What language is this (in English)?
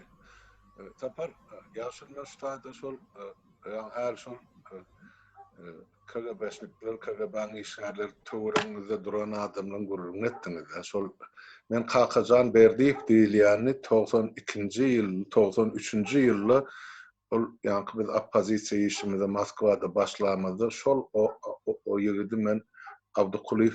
Turkmen